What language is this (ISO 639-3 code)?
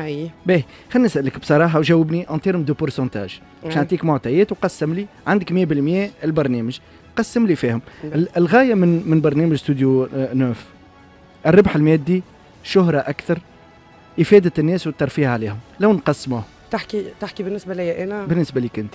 aeb